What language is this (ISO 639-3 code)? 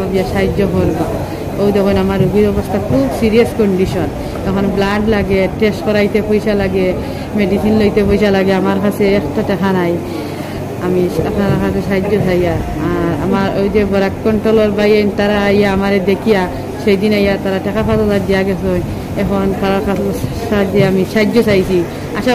syl